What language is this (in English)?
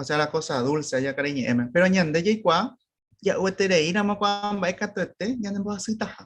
Guarani